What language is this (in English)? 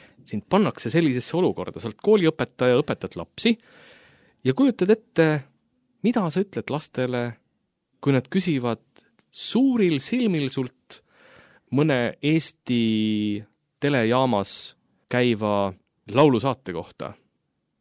Estonian